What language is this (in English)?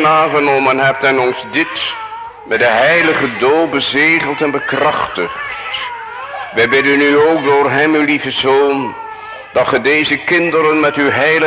Dutch